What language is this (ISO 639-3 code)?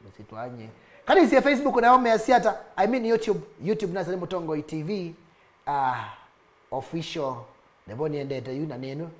kam